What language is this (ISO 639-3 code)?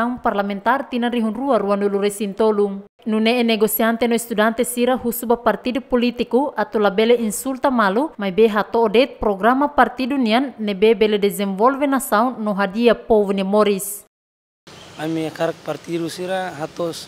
tet